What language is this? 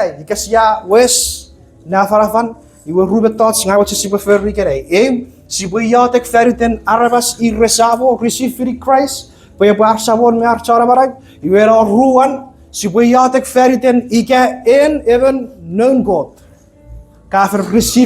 Chuukese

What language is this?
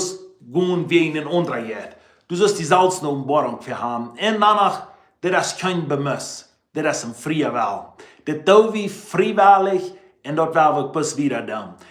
Plautdietsch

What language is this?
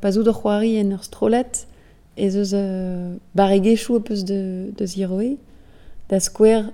Breton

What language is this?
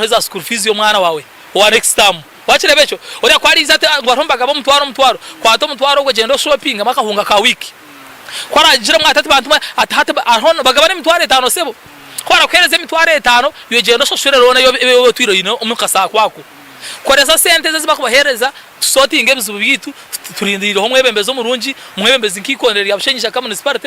Nyankole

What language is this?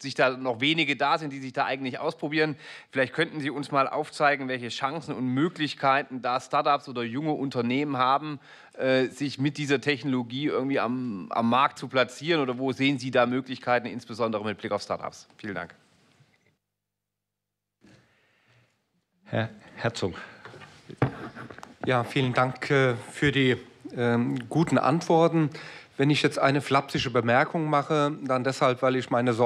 German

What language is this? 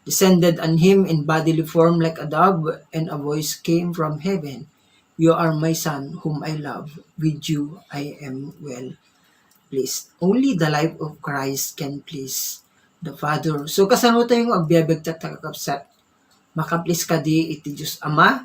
Iloko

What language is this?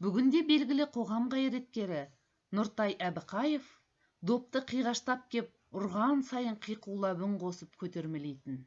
Kazakh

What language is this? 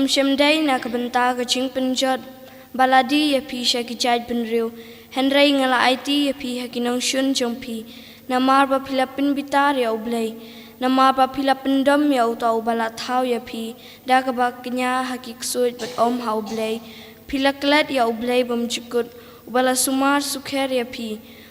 Khasi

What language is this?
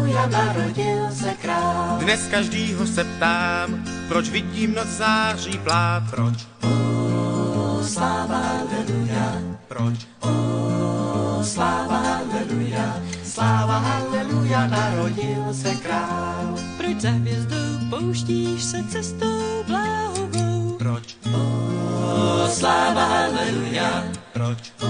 Czech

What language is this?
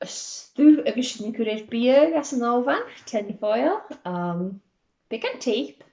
Scottish Gaelic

